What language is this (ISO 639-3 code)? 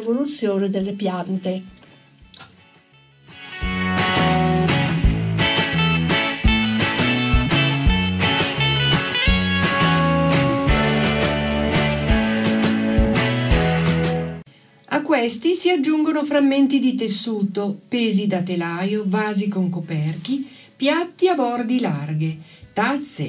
ita